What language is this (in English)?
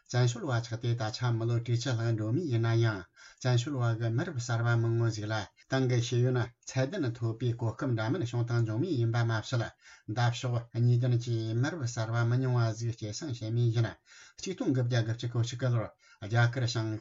Tibetan